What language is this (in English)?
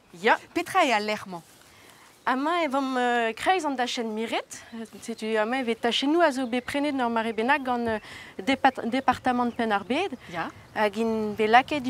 Breton